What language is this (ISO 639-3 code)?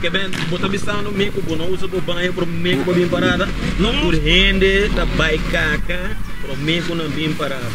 pap